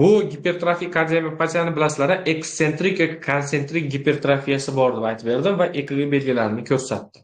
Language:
Uzbek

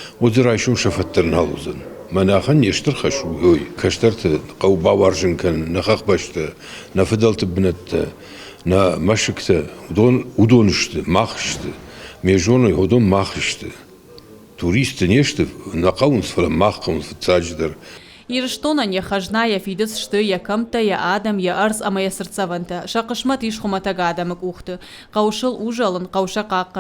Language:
Ossetic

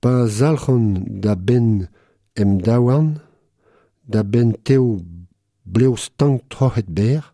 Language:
Breton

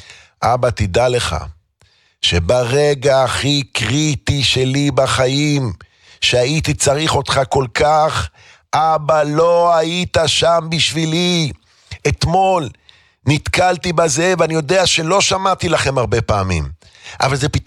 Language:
Hebrew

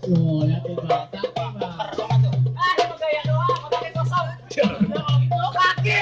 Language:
Betawi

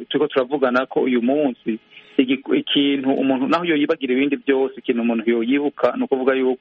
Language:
Kinyarwanda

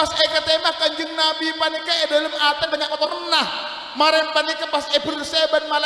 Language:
Madurese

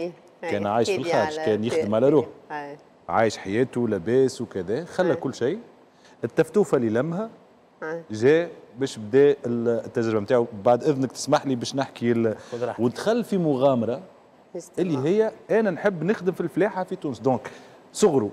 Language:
Tunisian Arabic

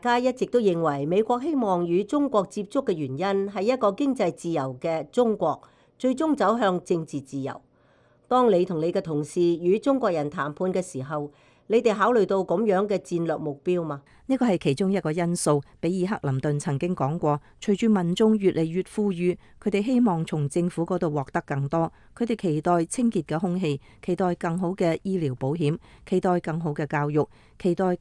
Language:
Cantonese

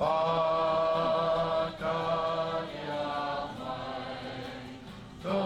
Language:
Māori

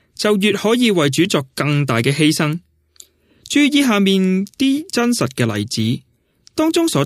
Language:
Cantonese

